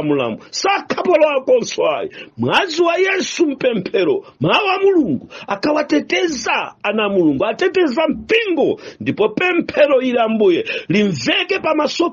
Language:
Nyanja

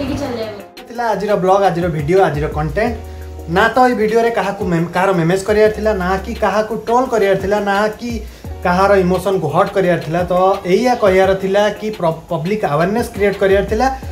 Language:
Odia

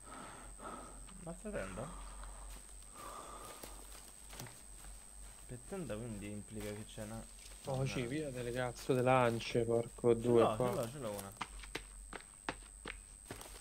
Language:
Italian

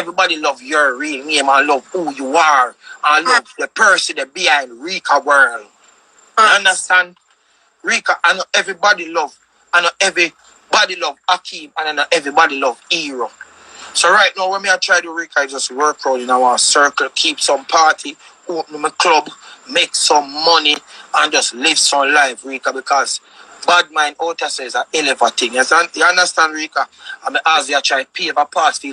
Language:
Jamaican Creole English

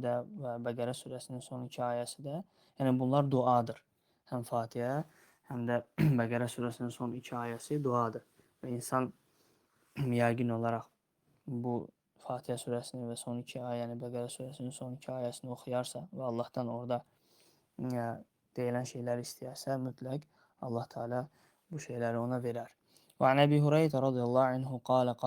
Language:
Azerbaijani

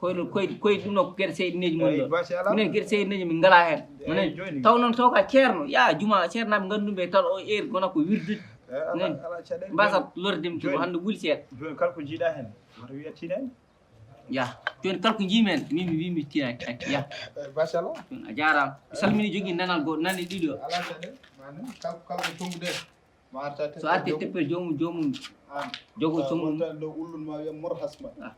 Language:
Fula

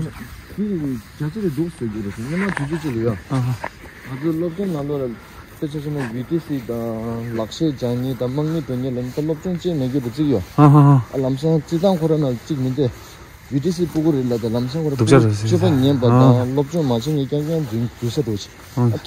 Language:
Tibetan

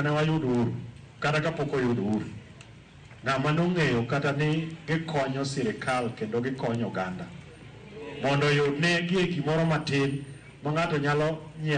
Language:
Luo (Kenya and Tanzania)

